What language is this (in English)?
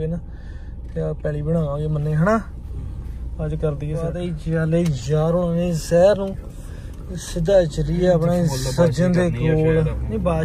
Punjabi